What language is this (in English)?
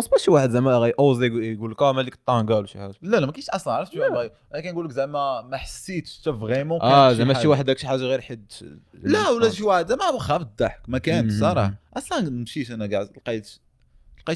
Moroccan Arabic